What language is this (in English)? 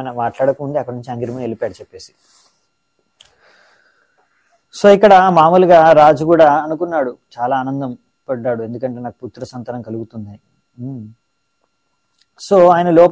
Telugu